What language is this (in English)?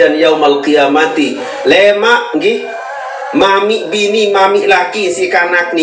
Sasak